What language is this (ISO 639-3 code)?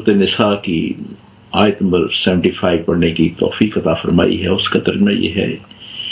urd